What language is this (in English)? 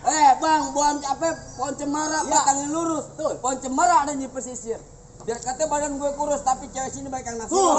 Betawi